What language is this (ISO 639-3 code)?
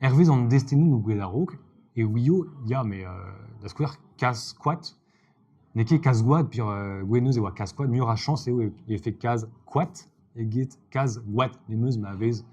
bre